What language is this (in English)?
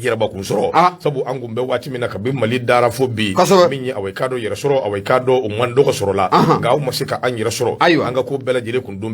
Bambara